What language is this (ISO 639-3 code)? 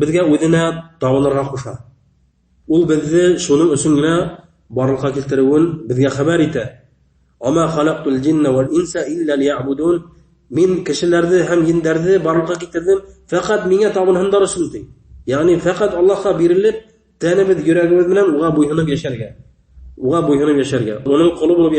bak